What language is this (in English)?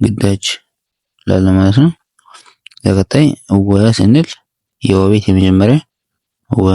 Amharic